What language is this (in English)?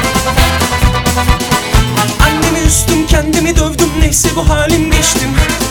Turkish